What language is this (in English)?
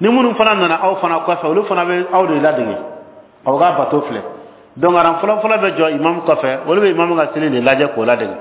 Bambara